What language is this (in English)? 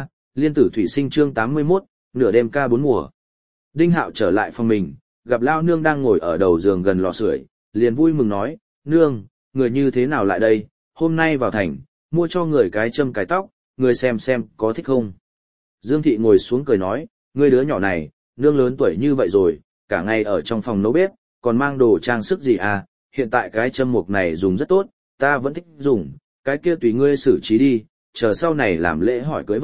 Vietnamese